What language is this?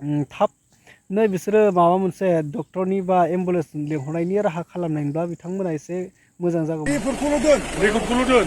Bodo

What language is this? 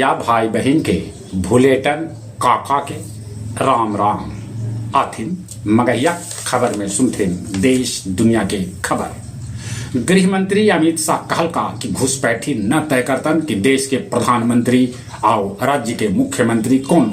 Magahi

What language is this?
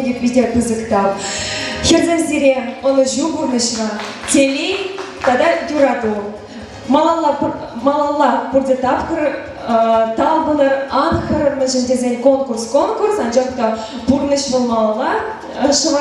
Chuvash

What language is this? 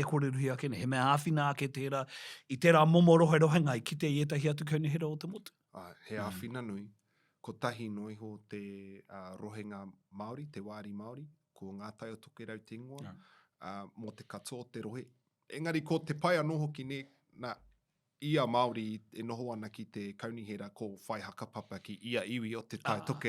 Māori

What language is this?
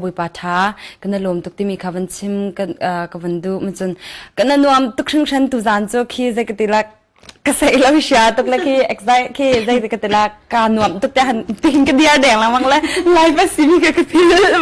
Hakha Chin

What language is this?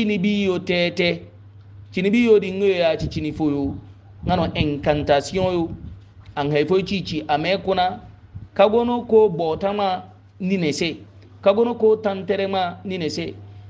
Hausa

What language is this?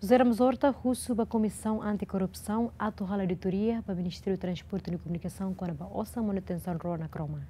Tetum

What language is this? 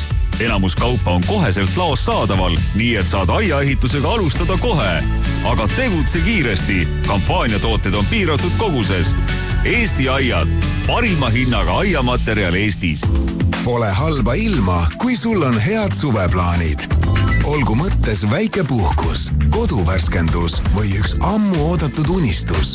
Estonian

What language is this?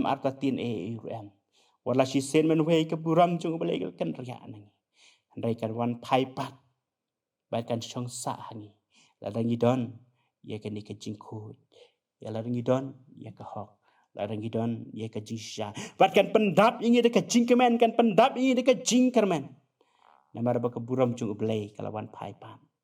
Khasi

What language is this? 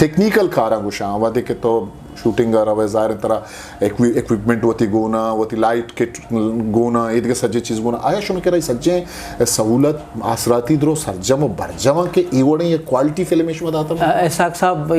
Eastern Balochi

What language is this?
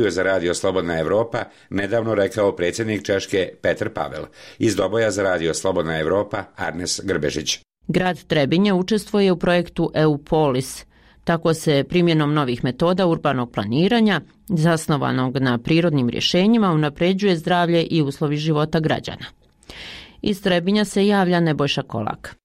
Bosnian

